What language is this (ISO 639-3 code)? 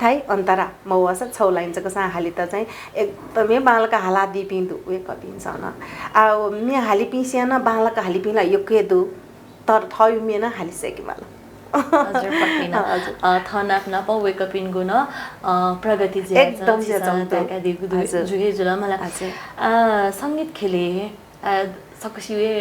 new